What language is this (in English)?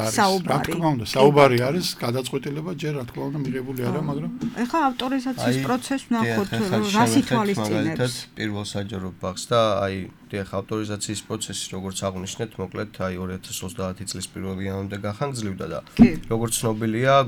Georgian